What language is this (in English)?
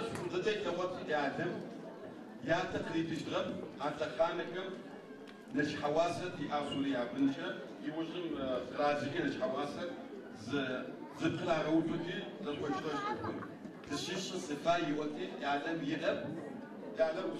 Adyghe